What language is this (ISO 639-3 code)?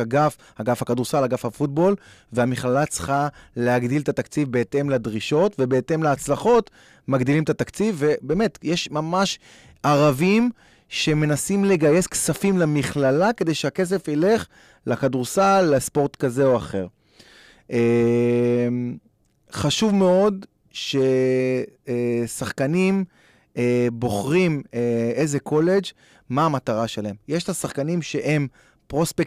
heb